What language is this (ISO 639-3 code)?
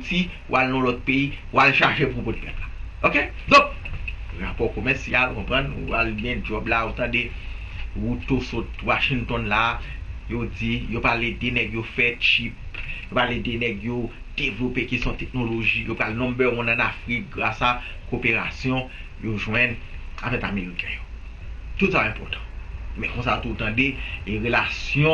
hat